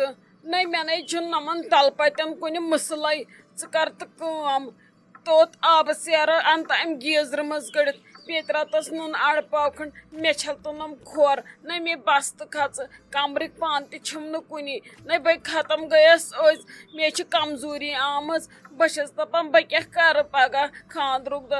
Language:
Kashmiri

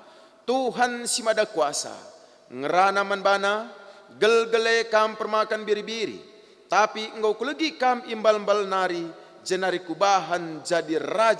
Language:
Batak Karo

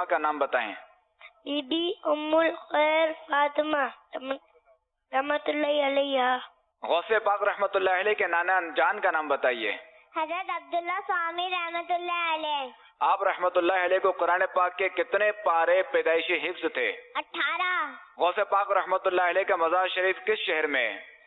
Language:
Urdu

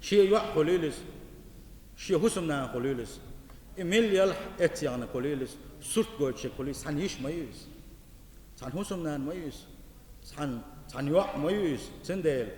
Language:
Chechen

